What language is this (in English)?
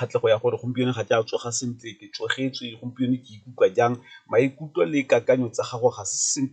Tswana